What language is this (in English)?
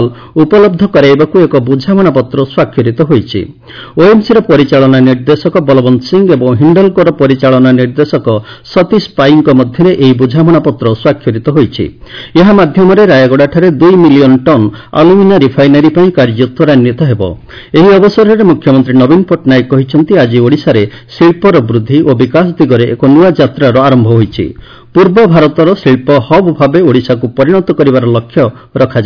Odia